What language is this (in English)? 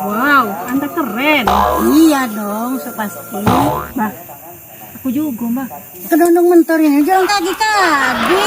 Musi